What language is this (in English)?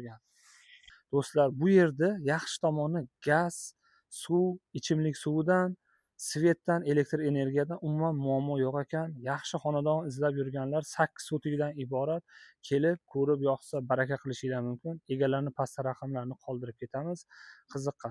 Uzbek